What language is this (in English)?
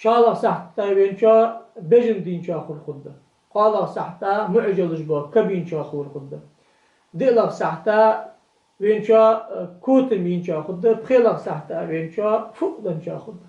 Ingush